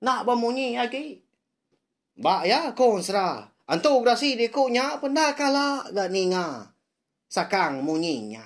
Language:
Iban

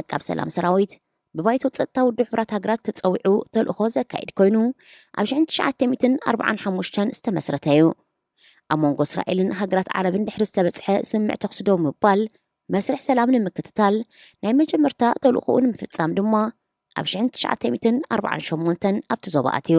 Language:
Tigrinya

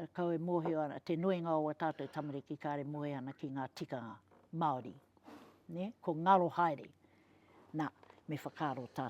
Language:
Māori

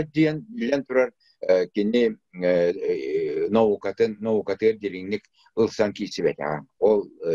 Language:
Yakut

